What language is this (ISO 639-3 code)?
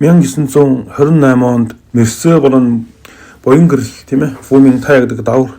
mon